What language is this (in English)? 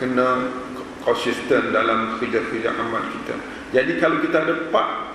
Malay